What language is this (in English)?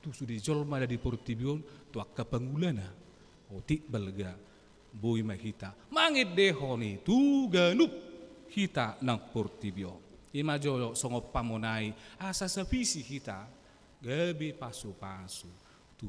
Batak Toba